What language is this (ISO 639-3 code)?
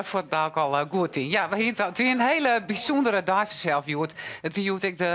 fry